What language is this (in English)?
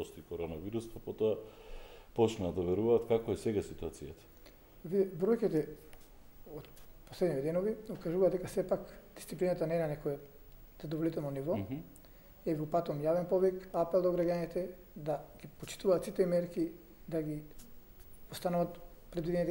Macedonian